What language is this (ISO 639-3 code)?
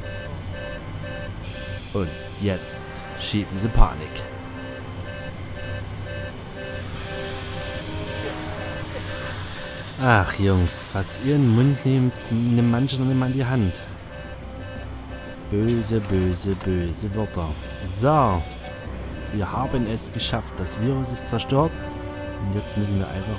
deu